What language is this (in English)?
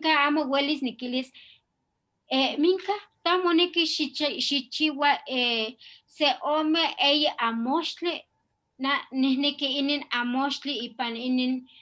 Eastern Huasteca Nahuatl